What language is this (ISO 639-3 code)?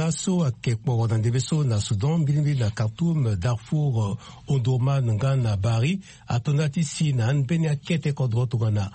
sag